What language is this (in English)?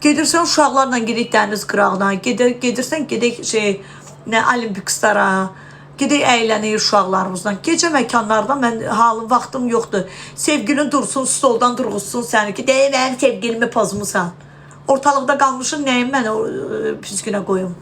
Azerbaijani